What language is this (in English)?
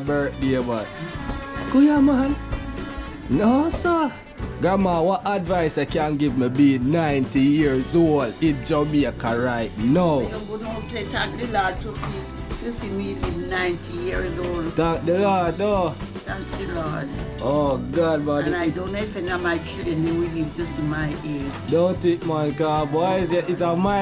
Jamaican Creole English